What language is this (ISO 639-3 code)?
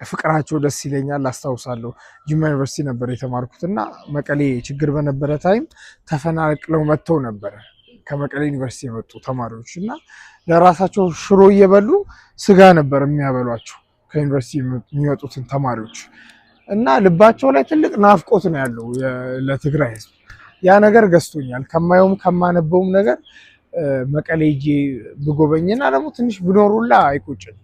amh